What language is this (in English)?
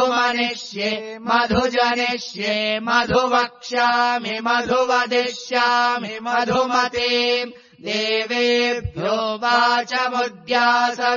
Sanskrit